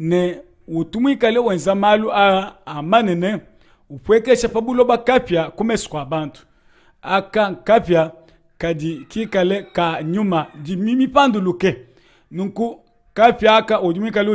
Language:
Luba-Lulua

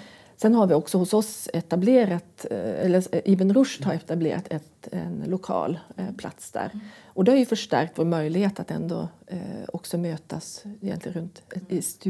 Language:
Swedish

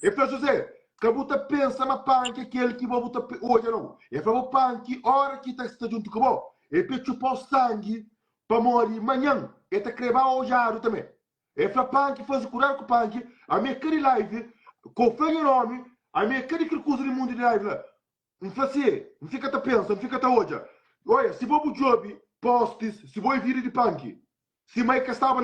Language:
Kabuverdianu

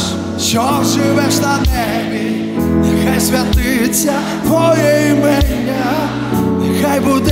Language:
Ukrainian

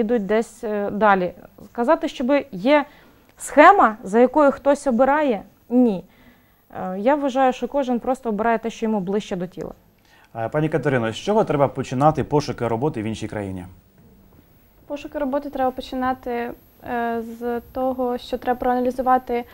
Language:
Ukrainian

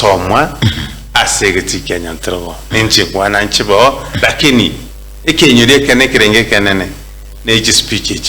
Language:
Gusii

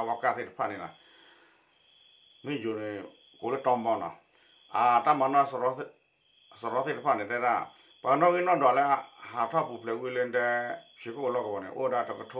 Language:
S'gaw Karen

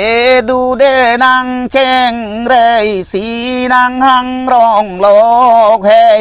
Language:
Karbi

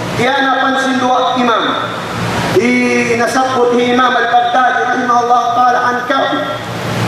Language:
Tausug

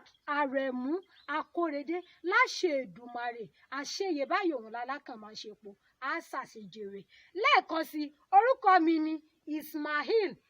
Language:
Yoruba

